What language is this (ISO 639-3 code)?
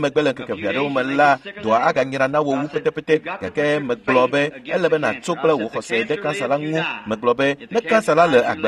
ewe